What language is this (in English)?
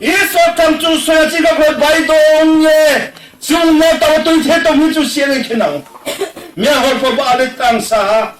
Riang (India)